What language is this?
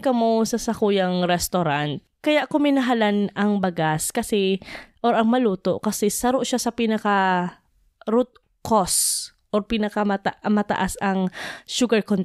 Bikol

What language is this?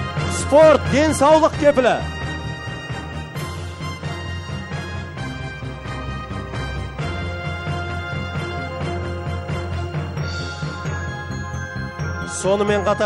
Kazakh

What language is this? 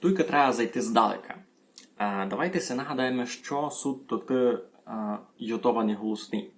Rusyn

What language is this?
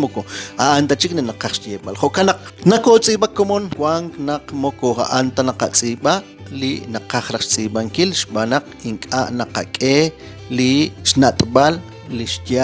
Kekchí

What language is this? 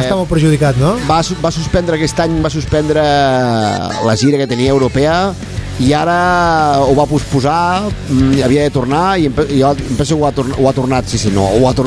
Catalan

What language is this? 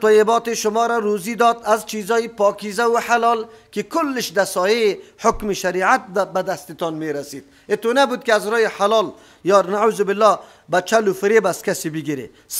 Persian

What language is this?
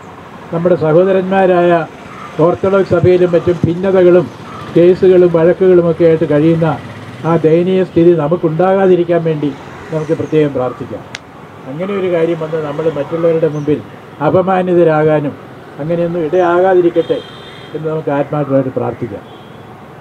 Malayalam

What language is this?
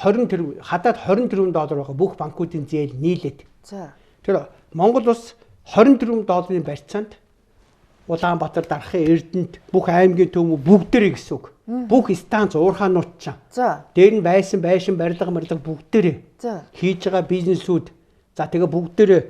Mongolian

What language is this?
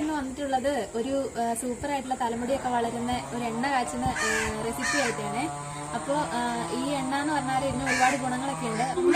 Malayalam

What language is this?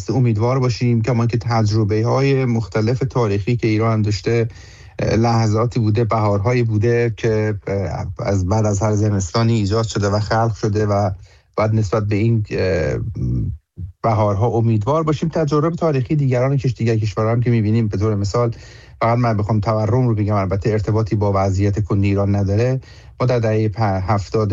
Persian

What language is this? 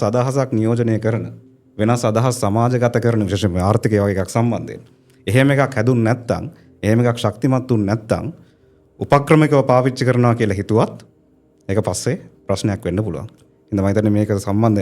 Sinhala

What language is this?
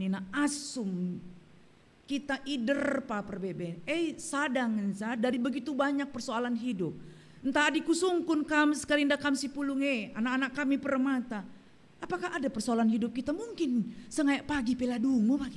Batak Karo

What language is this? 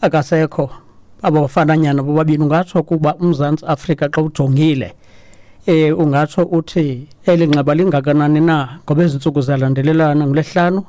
Xhosa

